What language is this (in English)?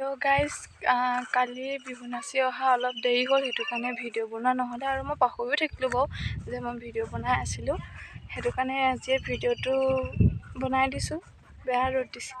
Assamese